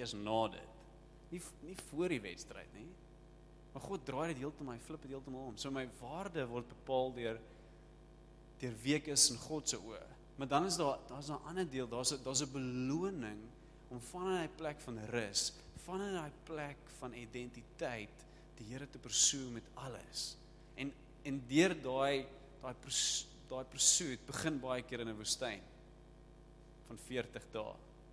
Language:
Afrikaans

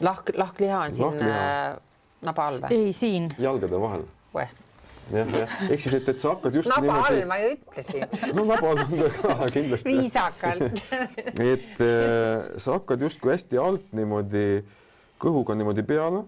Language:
Estonian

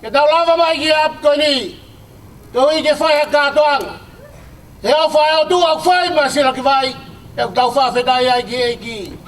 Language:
Tongan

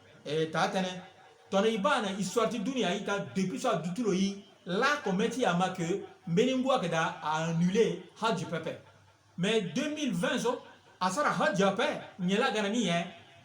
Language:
Sango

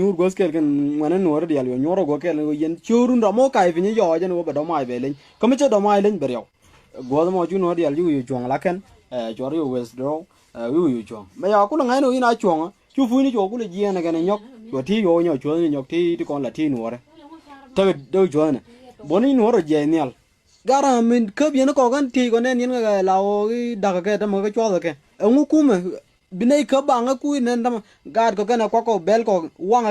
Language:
Nuer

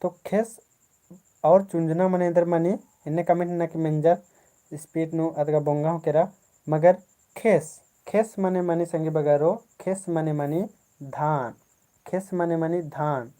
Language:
Kurukh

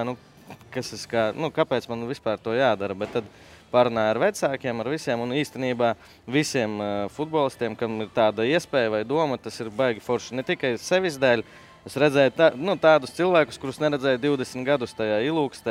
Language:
Latvian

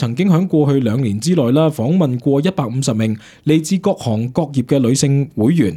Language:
Cantonese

